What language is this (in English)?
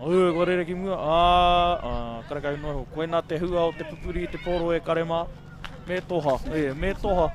Māori